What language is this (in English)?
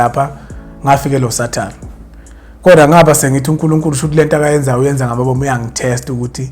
Zulu